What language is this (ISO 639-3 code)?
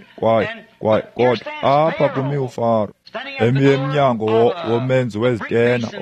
xho